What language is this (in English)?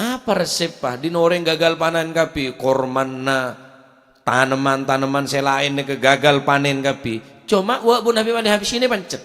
Madurese